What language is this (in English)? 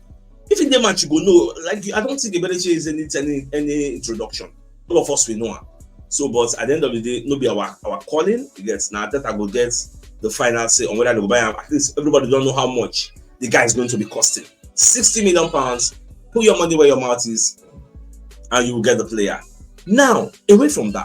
Nigerian Pidgin